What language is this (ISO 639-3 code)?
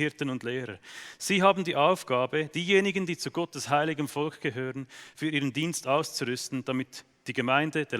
gsw